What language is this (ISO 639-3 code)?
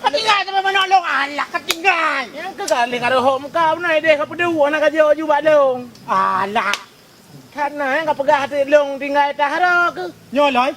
ace